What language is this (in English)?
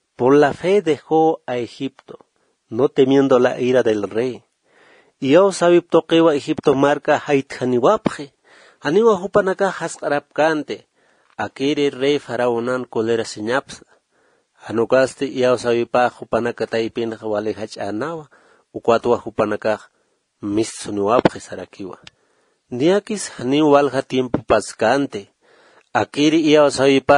Aymara